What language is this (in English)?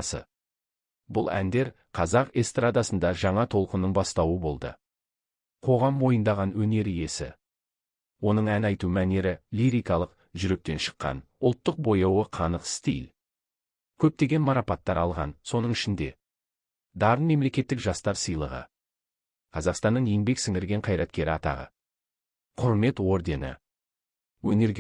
Kazakh